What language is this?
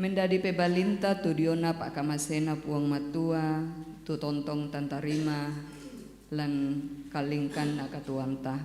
Toraja-Sa'dan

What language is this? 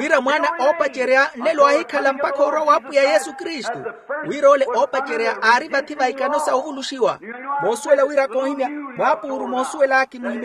Makhuwa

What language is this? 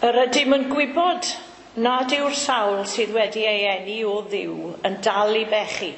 Welsh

